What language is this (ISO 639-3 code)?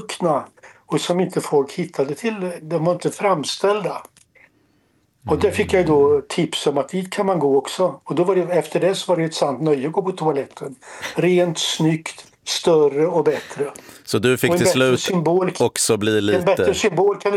swe